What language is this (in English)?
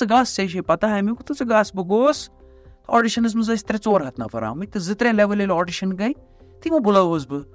Kashmiri